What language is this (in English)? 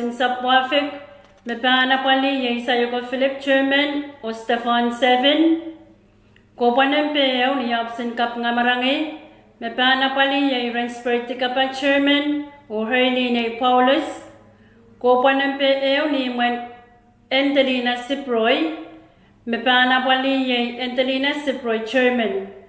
Pohnpeian